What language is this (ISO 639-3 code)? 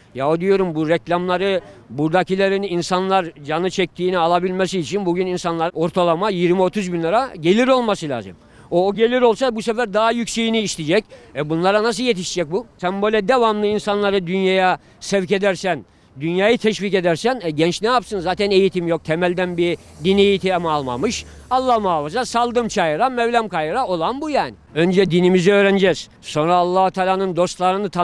tur